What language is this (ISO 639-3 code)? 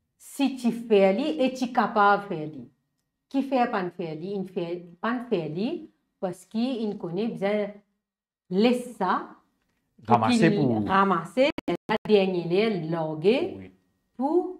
mfe